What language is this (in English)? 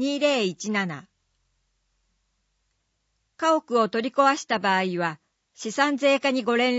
Japanese